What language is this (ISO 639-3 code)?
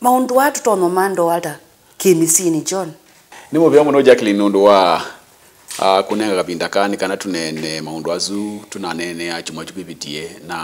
kam